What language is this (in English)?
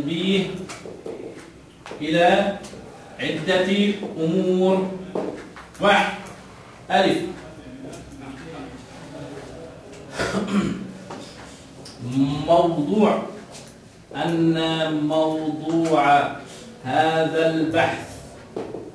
Arabic